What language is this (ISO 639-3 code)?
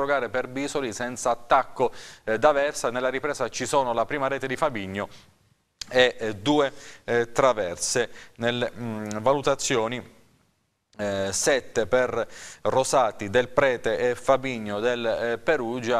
ita